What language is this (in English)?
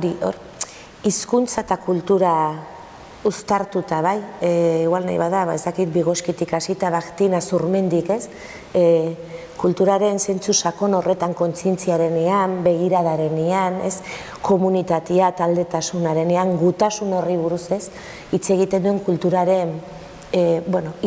Basque